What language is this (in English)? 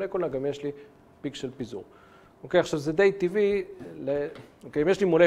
Hebrew